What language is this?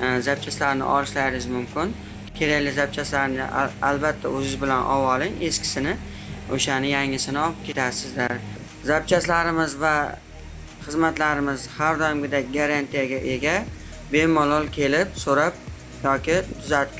Uzbek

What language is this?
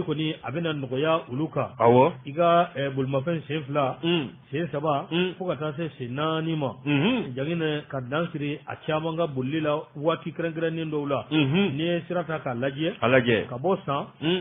Bambara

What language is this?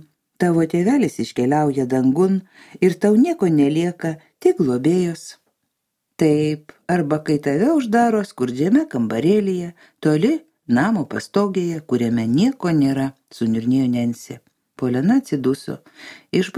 Lithuanian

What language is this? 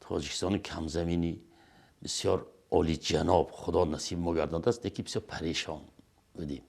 Tajik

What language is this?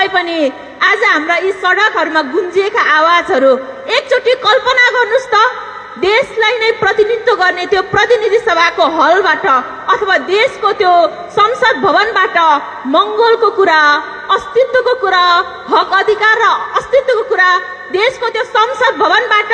Nepali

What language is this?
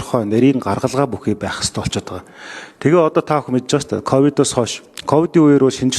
Mongolian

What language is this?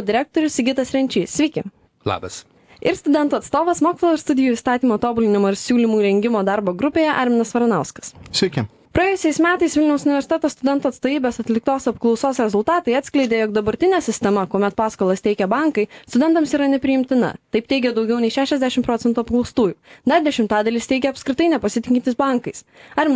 Lithuanian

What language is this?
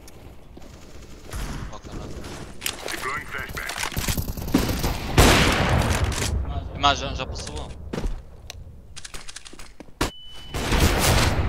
Portuguese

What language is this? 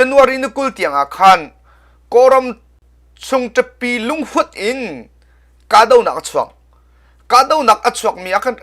Hakha Chin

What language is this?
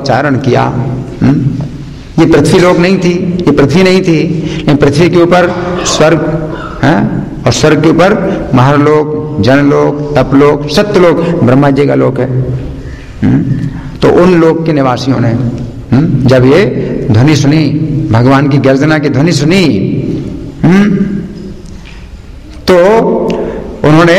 Hindi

